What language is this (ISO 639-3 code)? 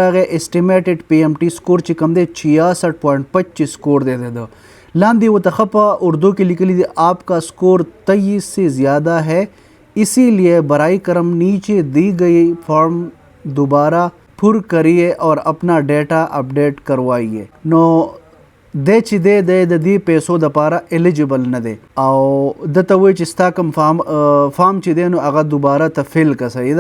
pus